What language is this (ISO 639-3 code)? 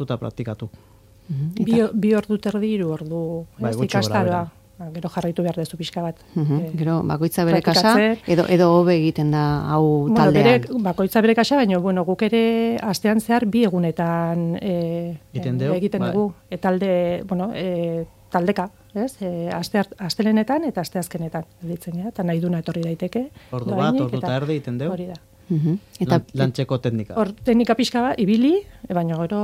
eus